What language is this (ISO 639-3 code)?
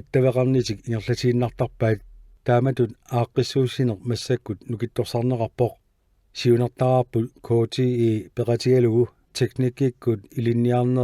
kal